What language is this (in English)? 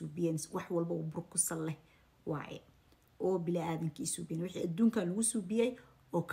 Somali